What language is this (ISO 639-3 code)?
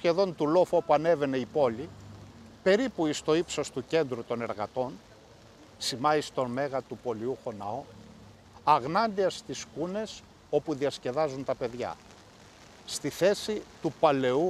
ell